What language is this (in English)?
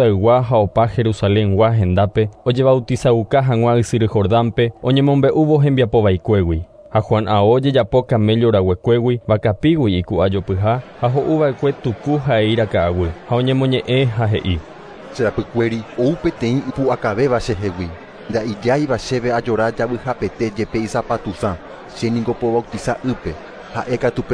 Guarani